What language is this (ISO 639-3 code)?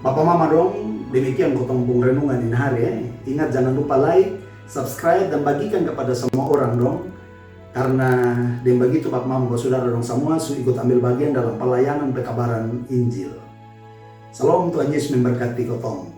mkn